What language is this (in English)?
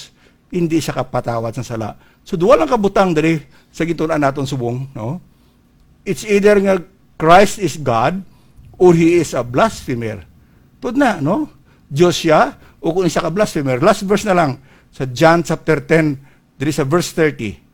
Hiligaynon